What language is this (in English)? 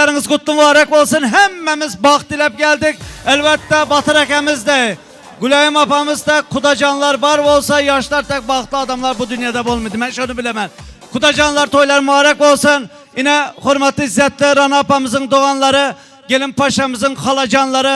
Turkmen